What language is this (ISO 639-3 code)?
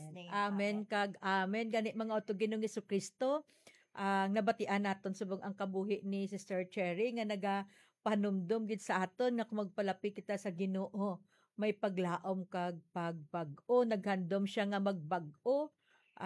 hil